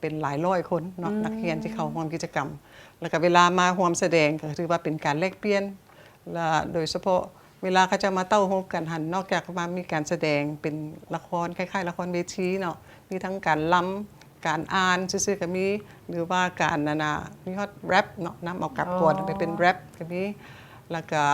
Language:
Lao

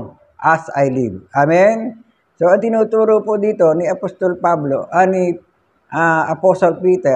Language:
Filipino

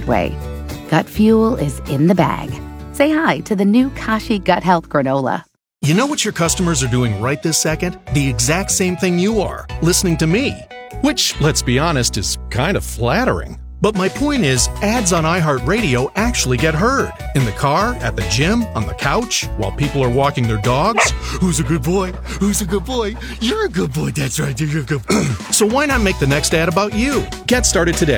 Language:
English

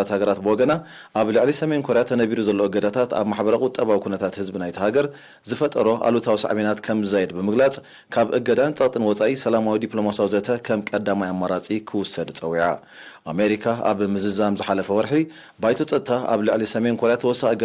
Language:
Tigrinya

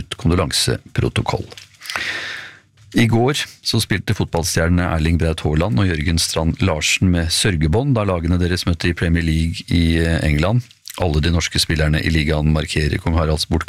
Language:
Norwegian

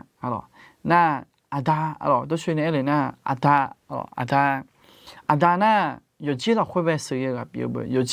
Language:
Akha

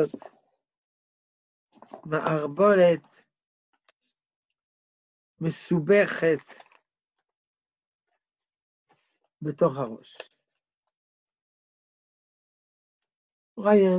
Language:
Hebrew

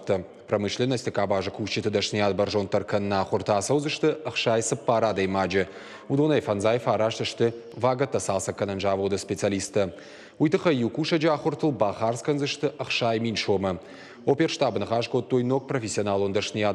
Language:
Ossetic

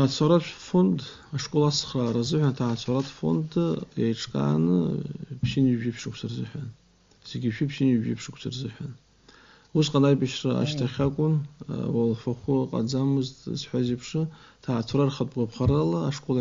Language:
Abkhazian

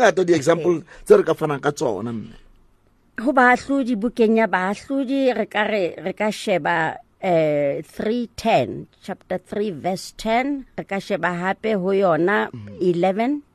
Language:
Southern Sotho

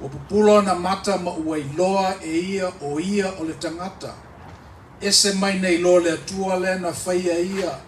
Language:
Samoan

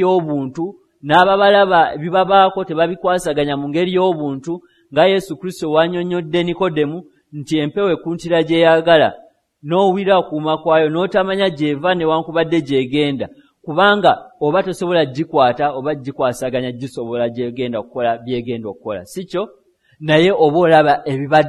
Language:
Ganda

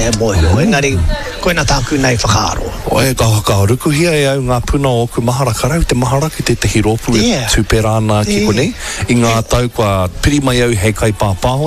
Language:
Māori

